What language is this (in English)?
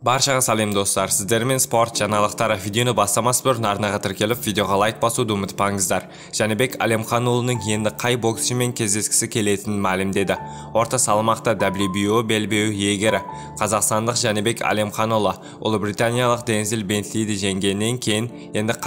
Kazakh